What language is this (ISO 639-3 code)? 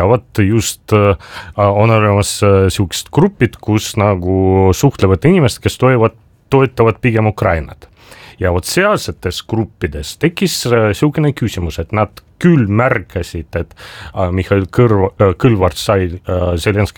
est